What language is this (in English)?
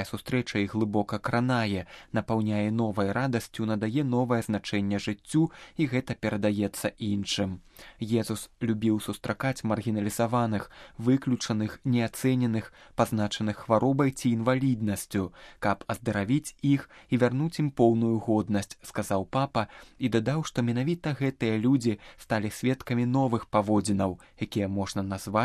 Belarusian